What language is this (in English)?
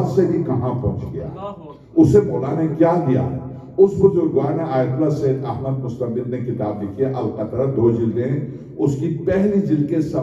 Urdu